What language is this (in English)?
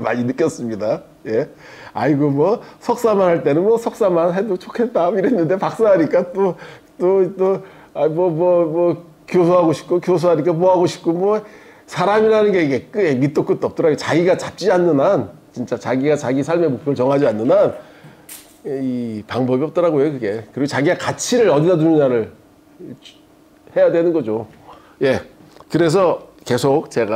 Korean